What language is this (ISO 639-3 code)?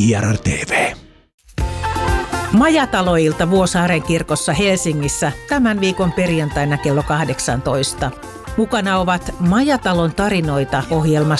fin